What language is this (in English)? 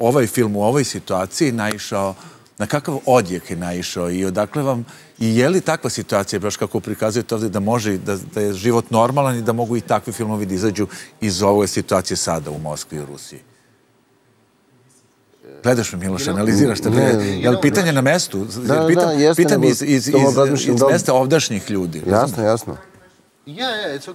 Serbian